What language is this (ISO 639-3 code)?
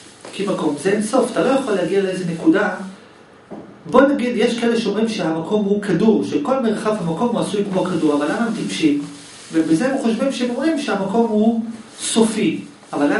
heb